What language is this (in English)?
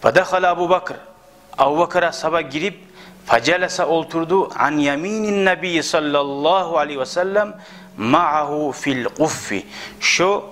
Kumyk